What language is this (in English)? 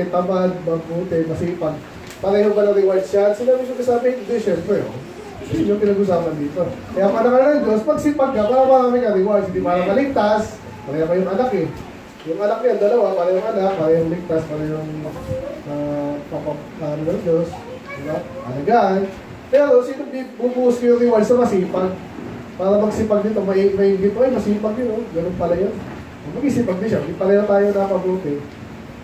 Filipino